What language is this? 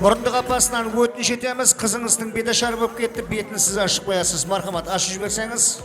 Kara-Kalpak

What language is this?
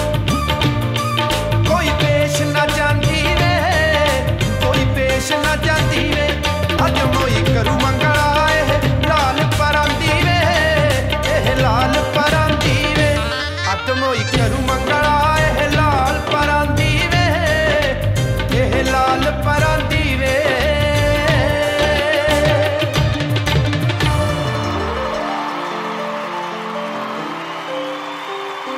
Punjabi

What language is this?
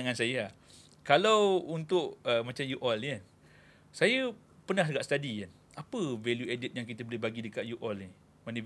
Malay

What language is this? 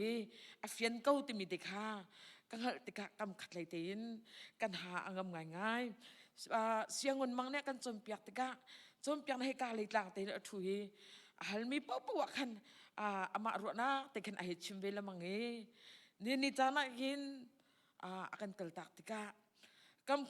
Hakha Chin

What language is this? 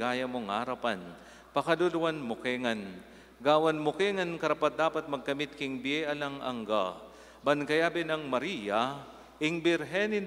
Pampanga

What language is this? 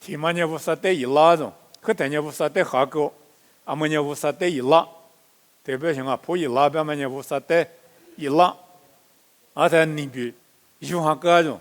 Lisu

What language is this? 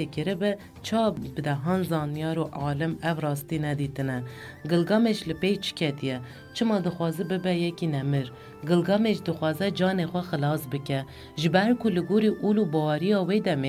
Kurdish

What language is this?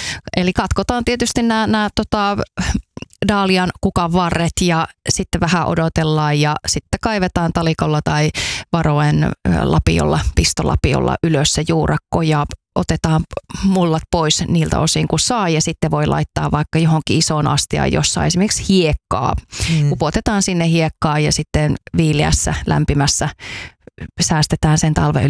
Finnish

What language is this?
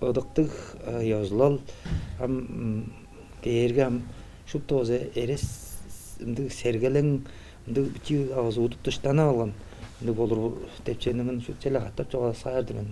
Tuvinian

